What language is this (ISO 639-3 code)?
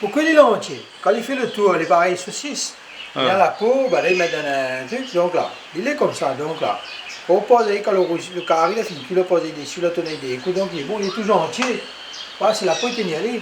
rcf